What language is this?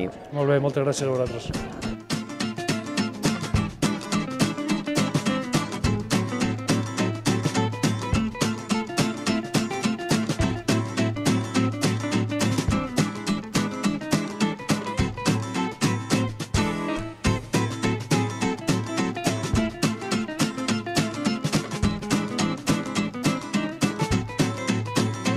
Catalan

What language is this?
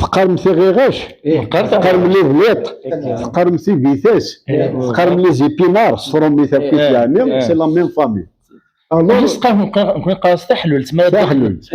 Kabyle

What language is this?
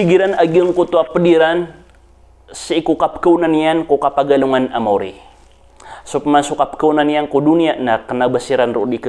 Maranao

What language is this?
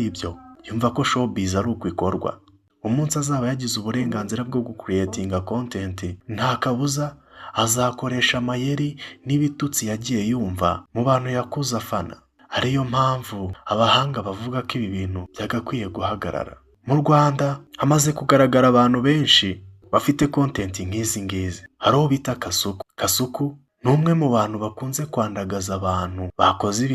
Kinyarwanda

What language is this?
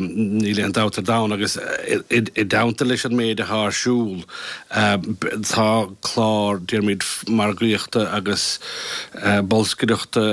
Irish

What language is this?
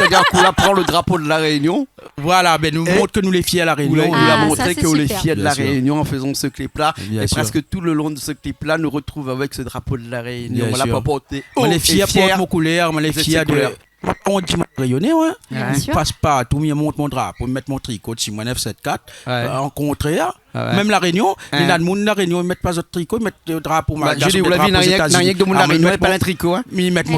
Réunion Creole French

